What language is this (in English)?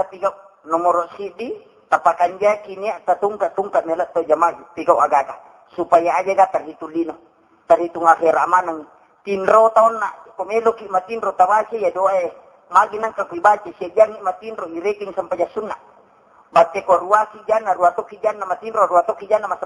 Buginese